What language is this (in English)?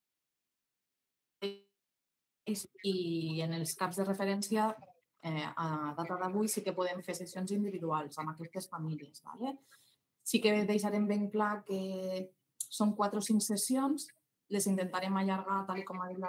Catalan